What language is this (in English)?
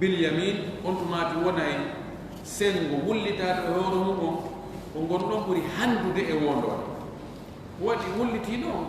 Fula